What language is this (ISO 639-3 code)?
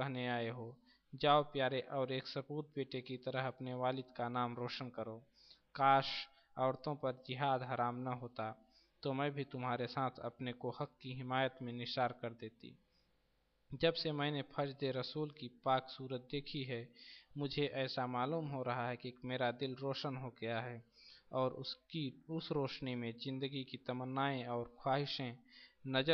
hin